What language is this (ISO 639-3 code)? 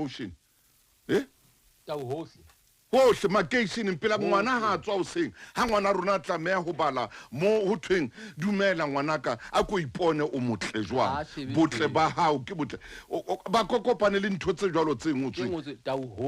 sot